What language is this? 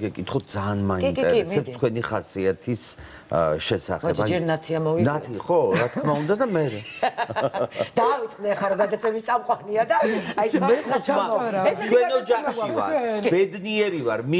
Georgian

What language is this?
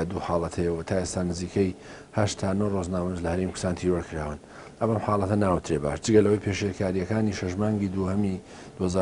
Central Kurdish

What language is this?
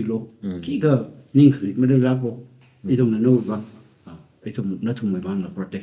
Tangkhul Naga (India)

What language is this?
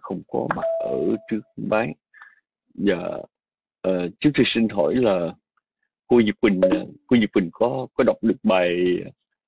Vietnamese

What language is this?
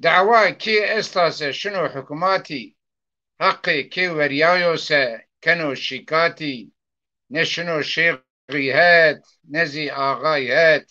Zaza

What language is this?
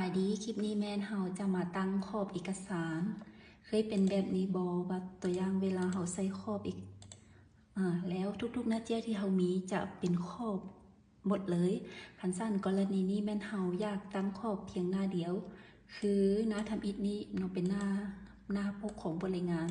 Lao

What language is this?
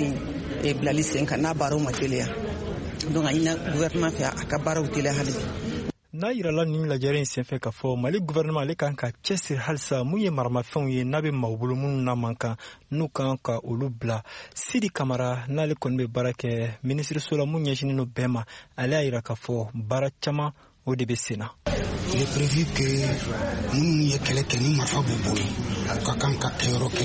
Bambara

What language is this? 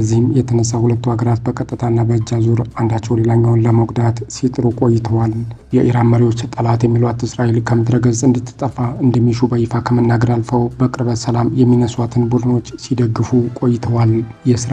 Amharic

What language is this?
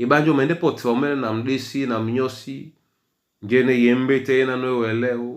Duala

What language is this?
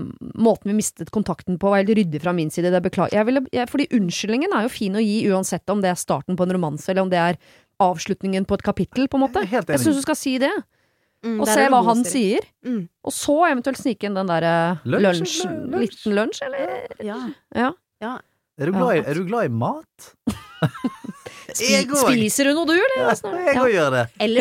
Norwegian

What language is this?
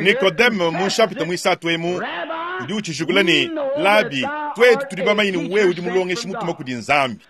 Luba-Lulua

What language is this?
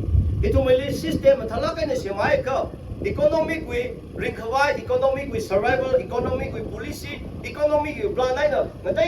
Tangkhul Naga (India)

